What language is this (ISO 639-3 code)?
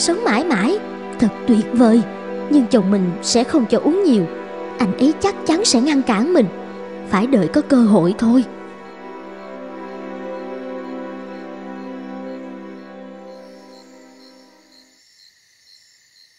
vie